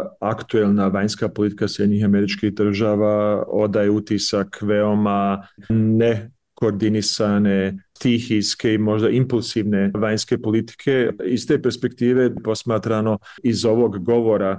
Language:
Bosnian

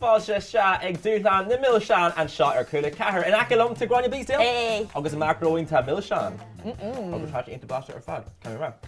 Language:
Irish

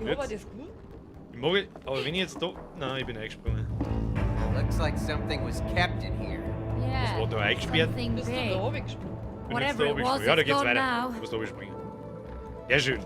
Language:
Bavarian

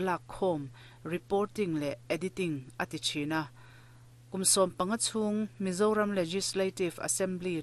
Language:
Mizo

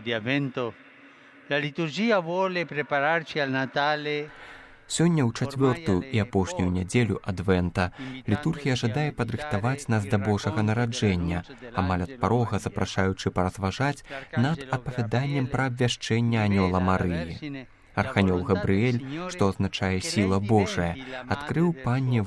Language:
Belarusian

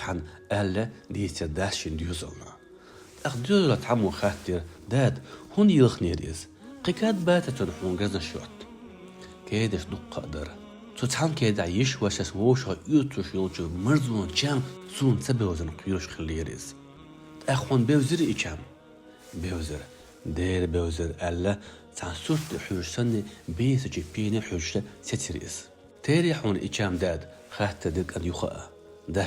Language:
Chechen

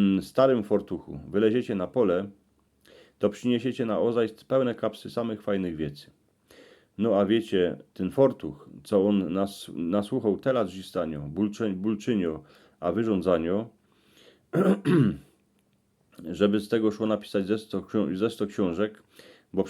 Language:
Silesian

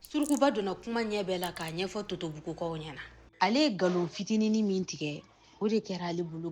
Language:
Bambara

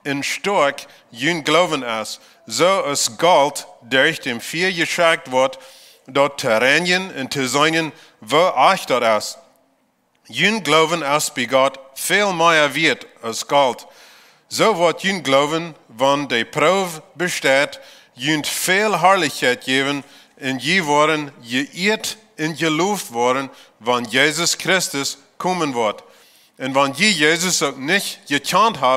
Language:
Plautdietsch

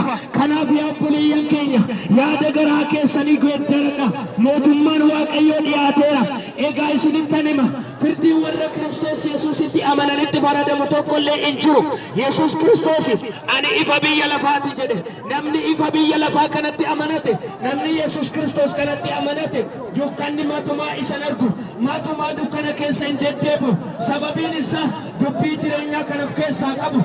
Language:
Oromo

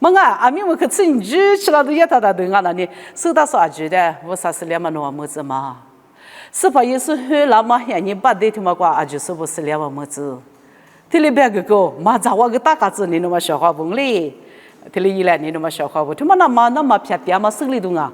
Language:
Lisu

